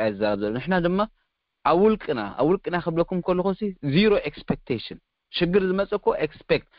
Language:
Tigrinya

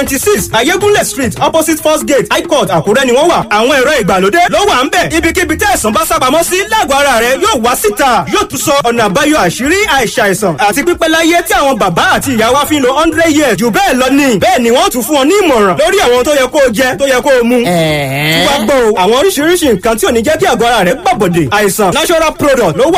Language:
Yoruba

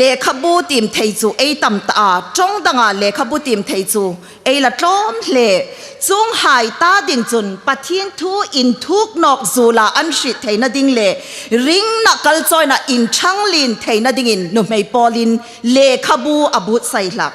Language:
Hmar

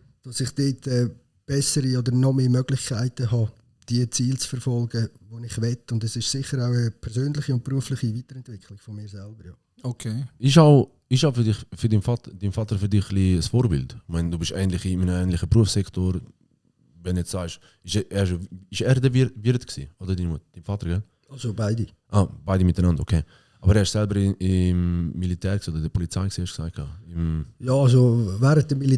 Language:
Swiss German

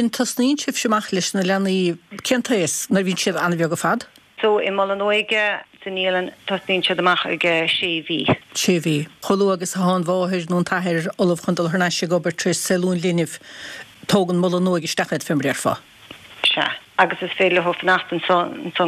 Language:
Irish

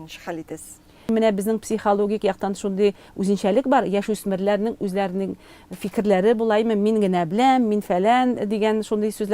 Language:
Tatar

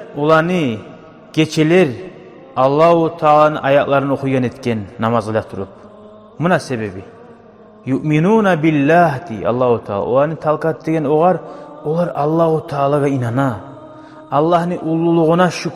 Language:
Kumyk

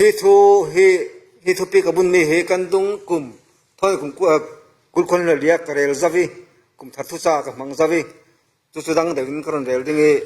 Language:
Falam Chin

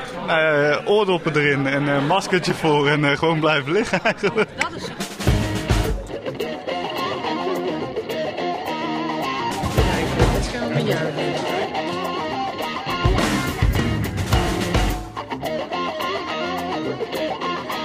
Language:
Dutch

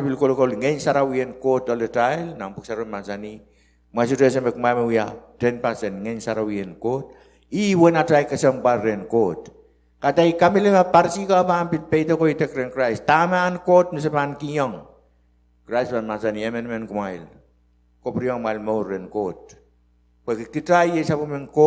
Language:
Pohnpeian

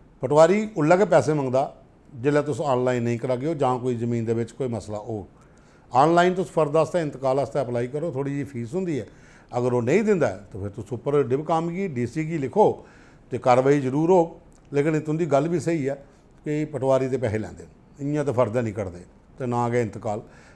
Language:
Dogri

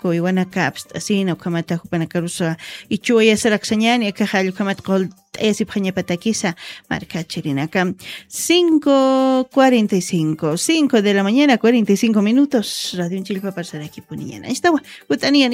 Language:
Aymara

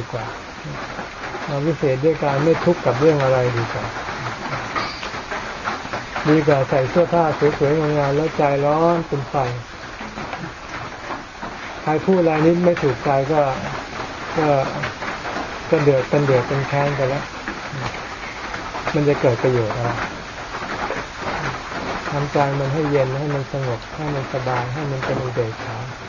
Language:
Thai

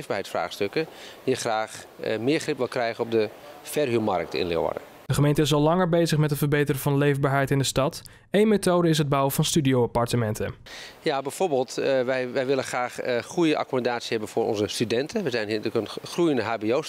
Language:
Dutch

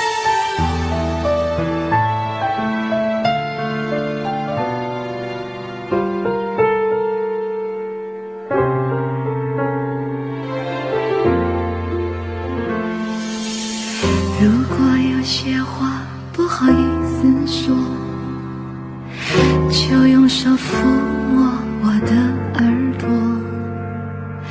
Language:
Chinese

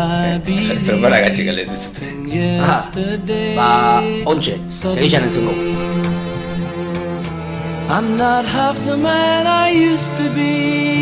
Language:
Basque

